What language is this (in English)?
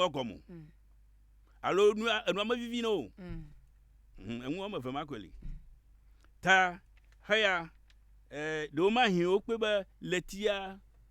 Ewe